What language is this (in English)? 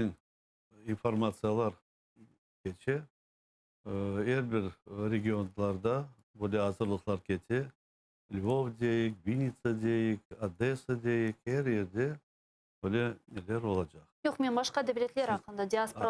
Crimean Tatar